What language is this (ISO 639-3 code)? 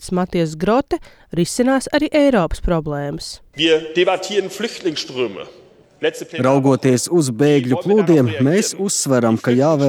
lav